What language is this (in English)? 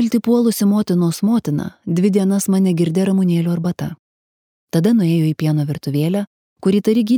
Lithuanian